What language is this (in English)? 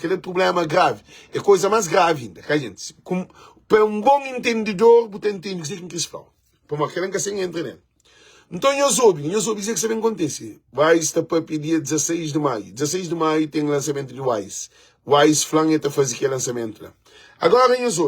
Kabuverdianu